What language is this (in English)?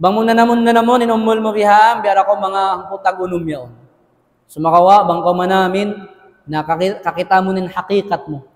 Tausug